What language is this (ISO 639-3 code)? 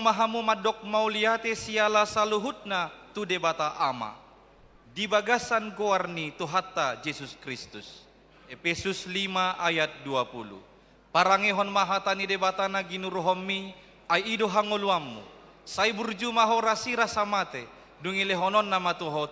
bbc